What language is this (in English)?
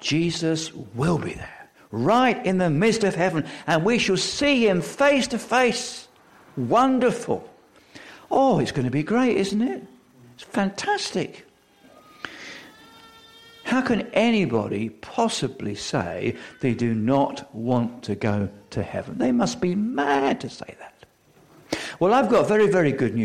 English